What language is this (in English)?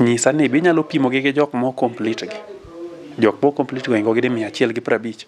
Luo (Kenya and Tanzania)